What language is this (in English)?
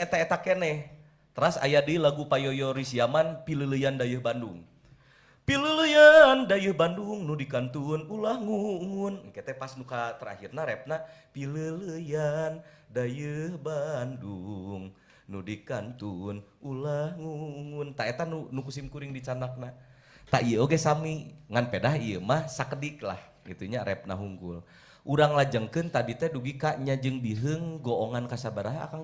Sundanese